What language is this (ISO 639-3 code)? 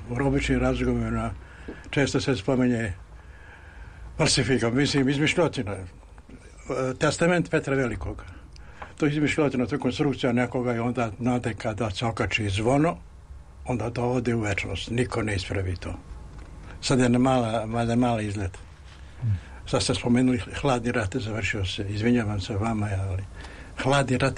srp